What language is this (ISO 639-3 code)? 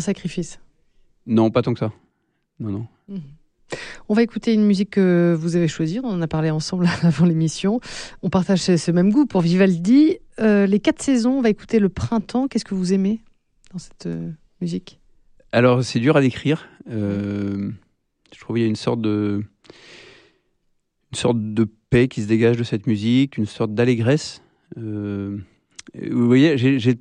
fra